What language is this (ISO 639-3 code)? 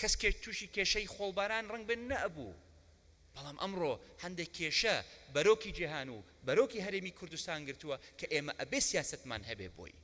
ckb